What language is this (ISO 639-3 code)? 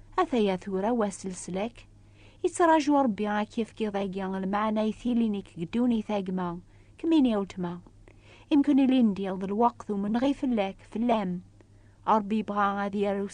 kab